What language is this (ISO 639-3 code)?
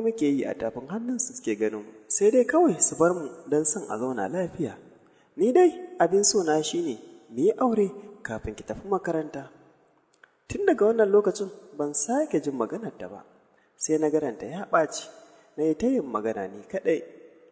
hau